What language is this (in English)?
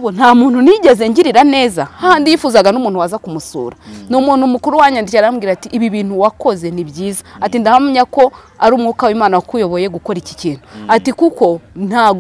Kinyarwanda